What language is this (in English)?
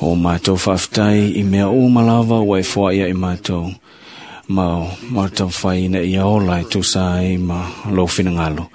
Samoan